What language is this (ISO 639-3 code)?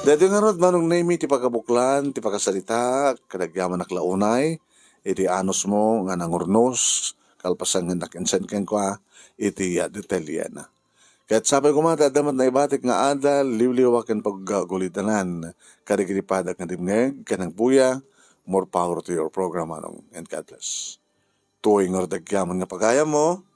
ilo